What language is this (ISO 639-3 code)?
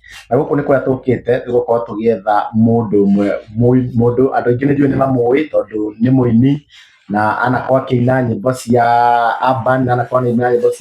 kik